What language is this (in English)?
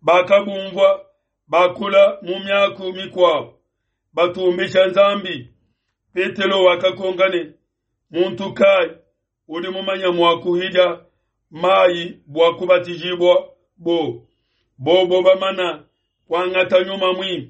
Luba-Lulua